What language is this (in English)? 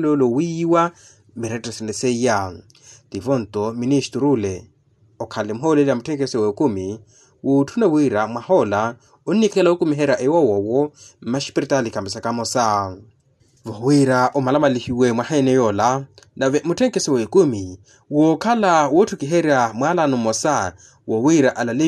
Makhuwa